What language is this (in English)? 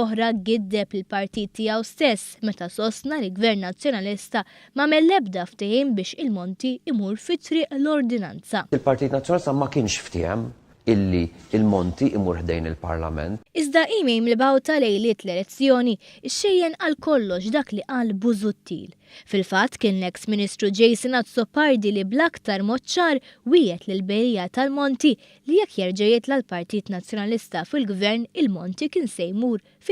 Maltese